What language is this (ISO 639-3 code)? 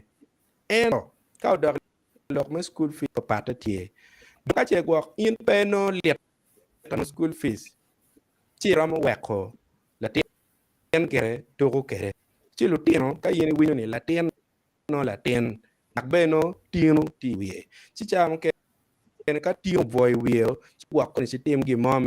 ach